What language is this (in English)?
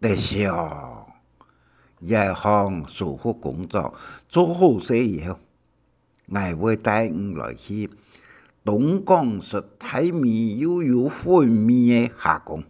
Hakka Chinese